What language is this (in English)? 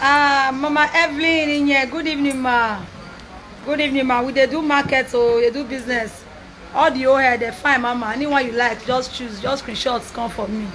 Nigerian Pidgin